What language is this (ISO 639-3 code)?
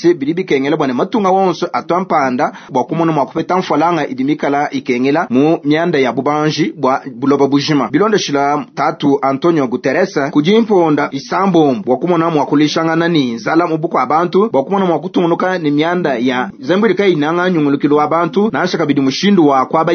lua